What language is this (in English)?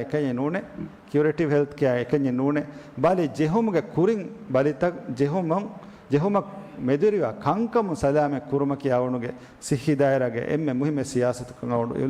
Divehi